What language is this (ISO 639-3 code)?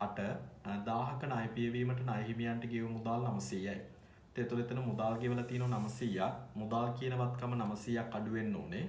sin